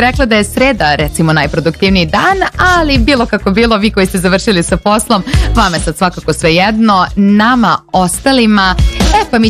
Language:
Serbian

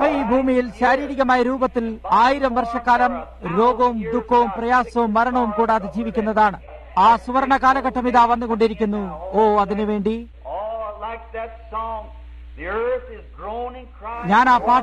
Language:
Malayalam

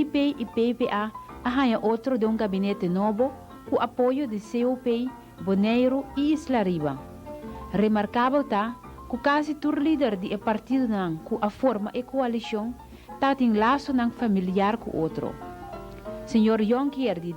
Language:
Papiamento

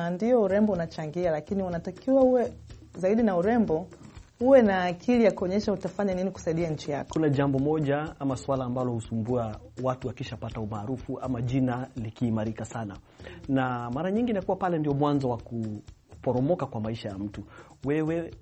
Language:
Swahili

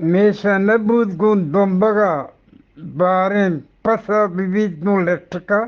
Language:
Eastern Balochi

